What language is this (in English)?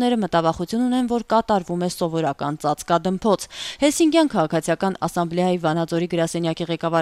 Armenian